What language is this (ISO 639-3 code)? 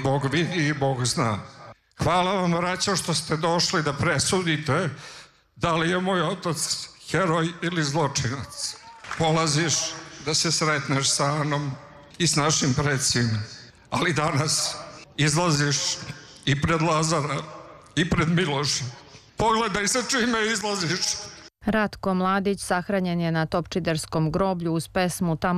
srp